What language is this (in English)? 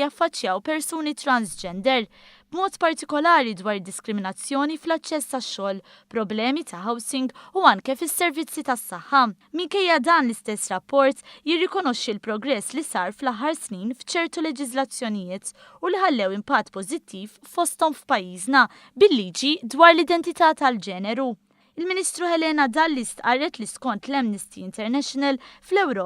Maltese